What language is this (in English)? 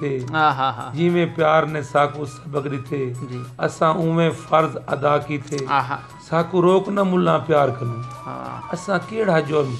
Saraiki